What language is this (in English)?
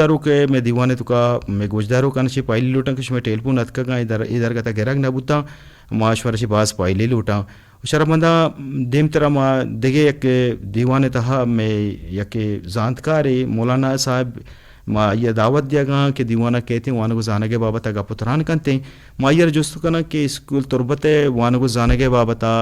Eastern Balochi